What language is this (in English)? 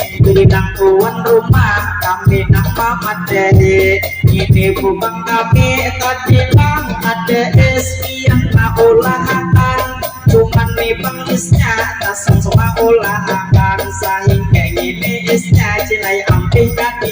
Banjar